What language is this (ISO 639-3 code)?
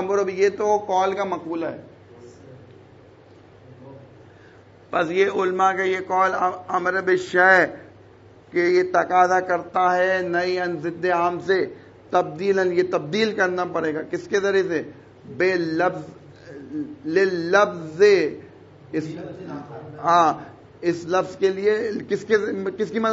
urd